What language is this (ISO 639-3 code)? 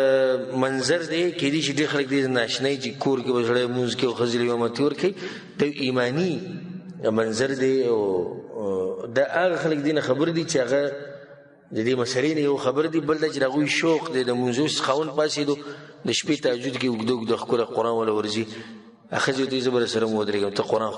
pus